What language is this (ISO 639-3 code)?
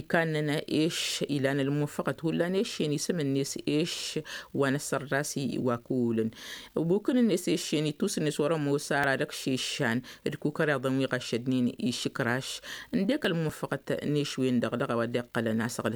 taq